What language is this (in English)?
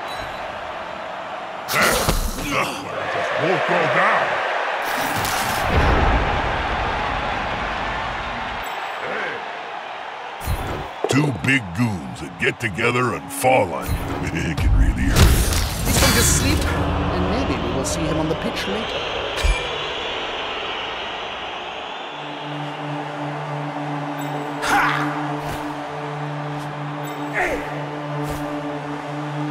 English